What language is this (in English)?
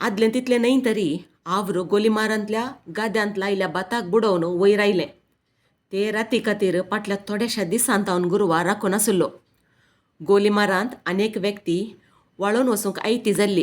Konkani